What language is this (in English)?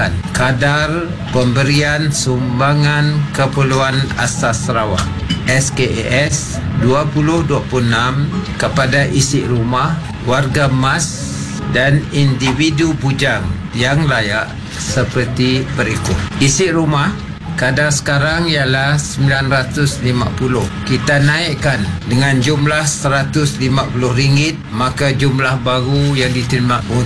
Malay